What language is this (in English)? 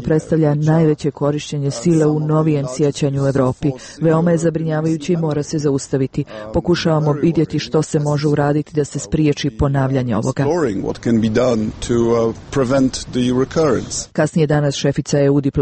Serbian